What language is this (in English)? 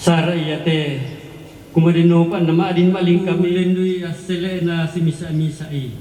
Toraja-Sa'dan